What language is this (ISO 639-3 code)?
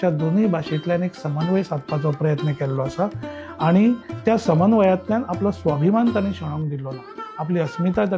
kok